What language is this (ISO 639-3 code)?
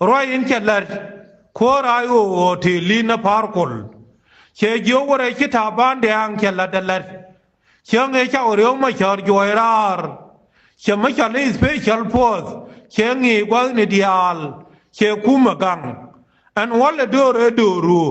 nus